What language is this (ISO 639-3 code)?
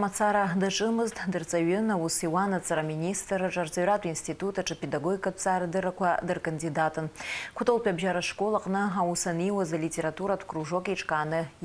abk